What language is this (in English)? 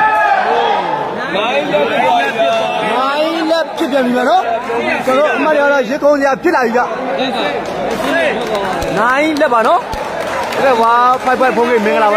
Burmese